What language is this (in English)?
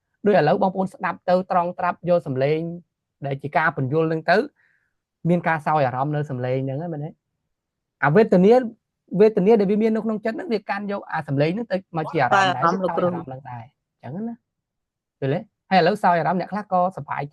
Khmer